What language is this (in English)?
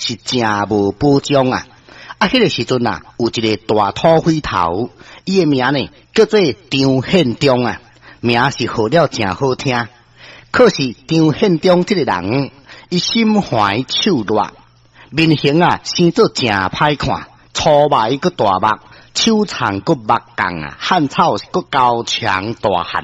Min Nan Chinese